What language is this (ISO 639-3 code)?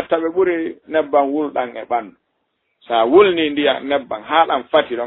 ful